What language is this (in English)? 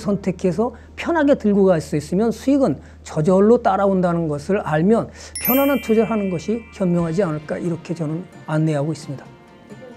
Korean